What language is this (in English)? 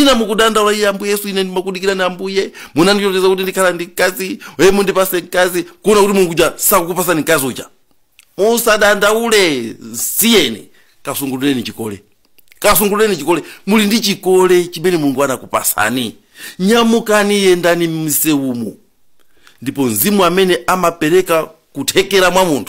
Nyanja